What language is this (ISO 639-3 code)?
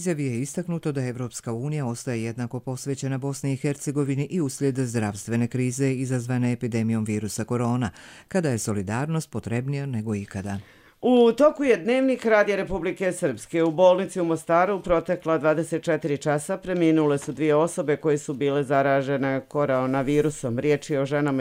hrv